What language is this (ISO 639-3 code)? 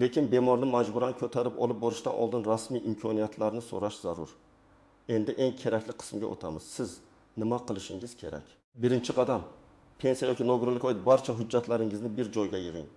uzb